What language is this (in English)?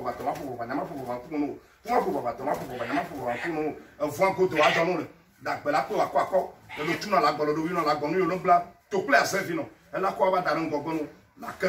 Ewe